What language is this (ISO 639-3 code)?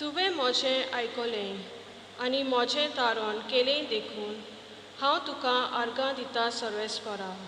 kok